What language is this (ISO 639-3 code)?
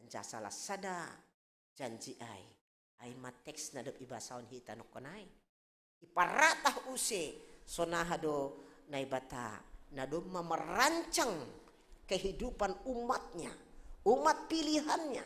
bts